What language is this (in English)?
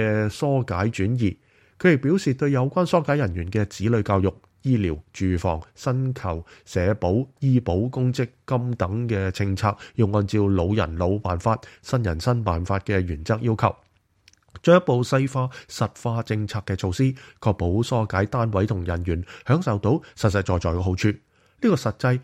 Cantonese